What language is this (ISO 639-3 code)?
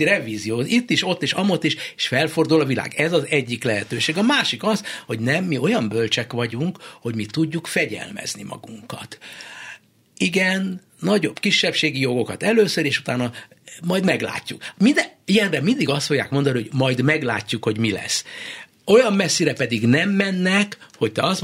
hun